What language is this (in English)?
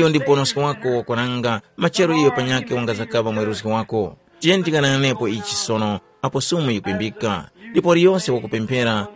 Tumbuka